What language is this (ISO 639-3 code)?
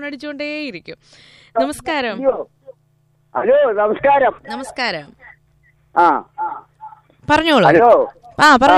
mal